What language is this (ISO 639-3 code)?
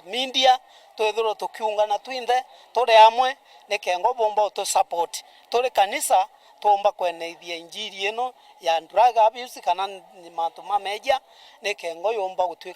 mer